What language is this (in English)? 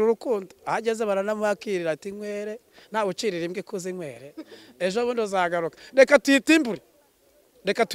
Kinyarwanda